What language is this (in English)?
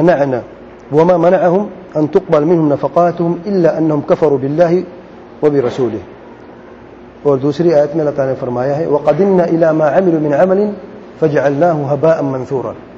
Urdu